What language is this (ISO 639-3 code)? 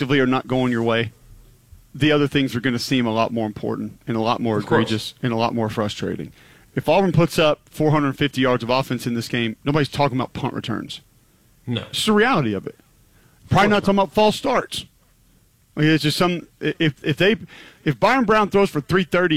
eng